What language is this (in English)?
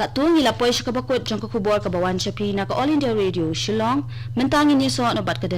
Khasi